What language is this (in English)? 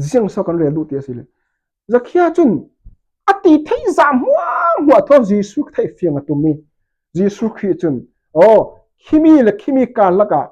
Falam Chin